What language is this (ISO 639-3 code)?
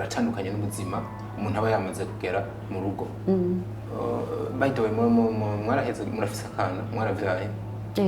run